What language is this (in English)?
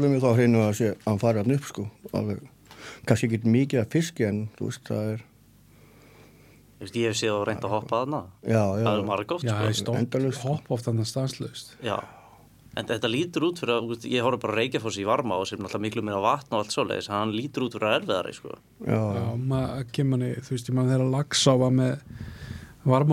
Icelandic